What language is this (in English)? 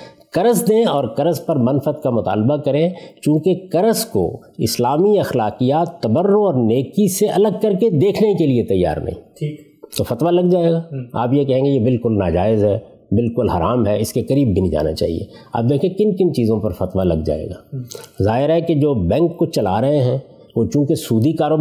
Urdu